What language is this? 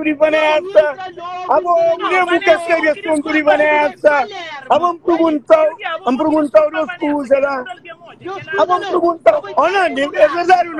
Kabuverdianu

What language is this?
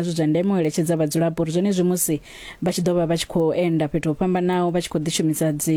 Venda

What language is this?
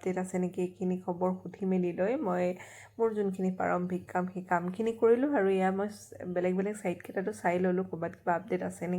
Assamese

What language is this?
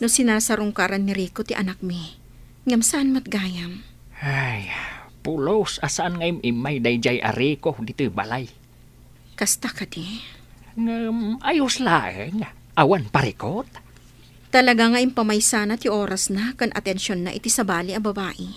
Iloko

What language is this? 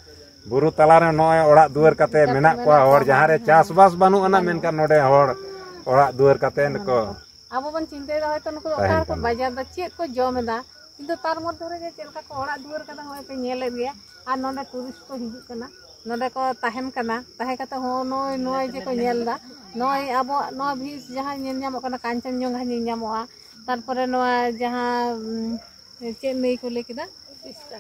Santali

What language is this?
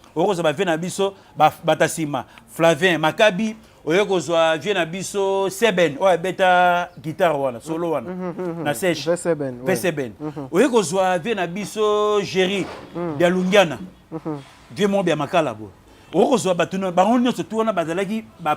Lingala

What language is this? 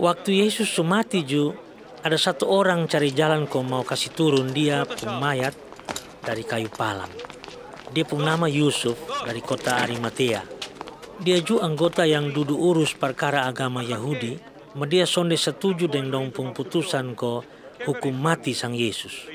Kupang Malay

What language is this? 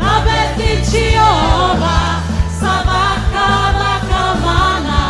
Fijian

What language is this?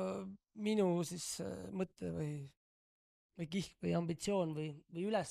Estonian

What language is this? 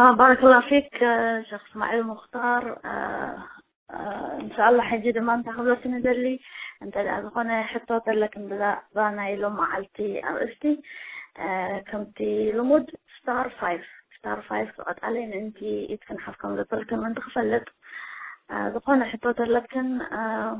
Tigrinya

